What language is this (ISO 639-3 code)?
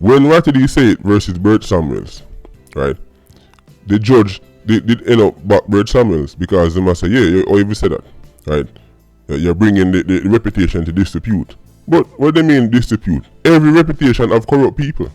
jam